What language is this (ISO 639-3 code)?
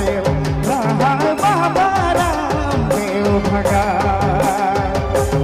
sck